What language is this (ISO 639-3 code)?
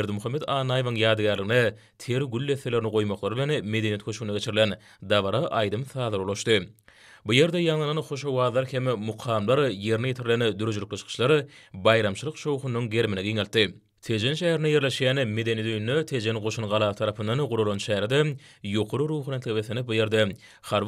tuk